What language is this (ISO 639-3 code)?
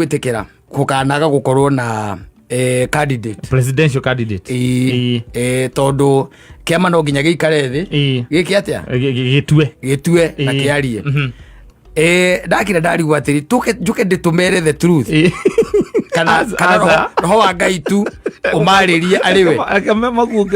kik